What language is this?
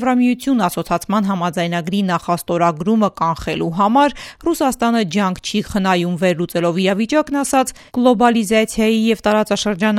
Armenian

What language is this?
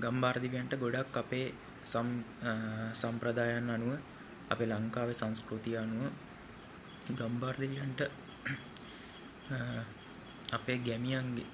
Sinhala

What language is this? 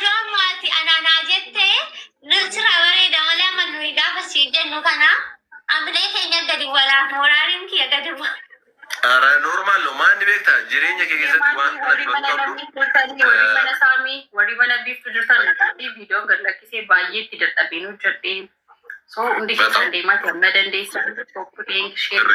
Oromo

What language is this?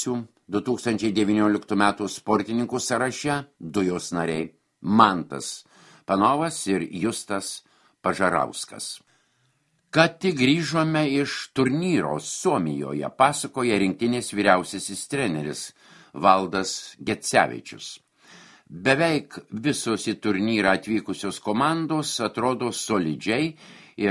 Lithuanian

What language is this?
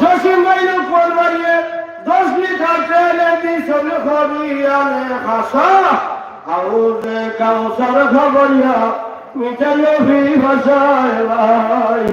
Sylheti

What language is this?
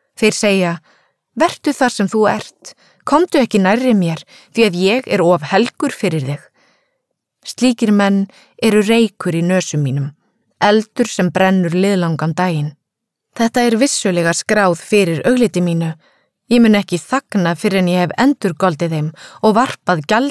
Icelandic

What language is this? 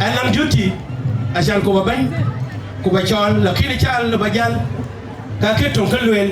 Dinka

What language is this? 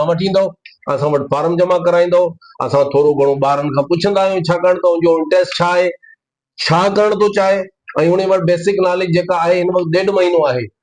Sindhi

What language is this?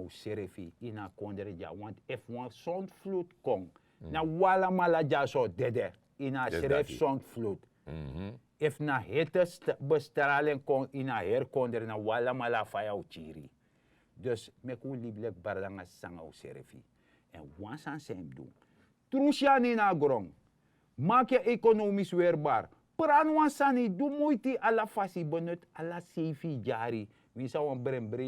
Sranan Tongo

